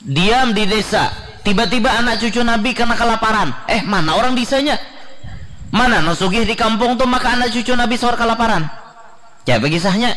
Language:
Banjar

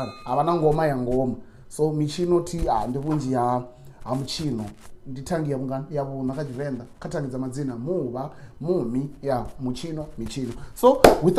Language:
Venda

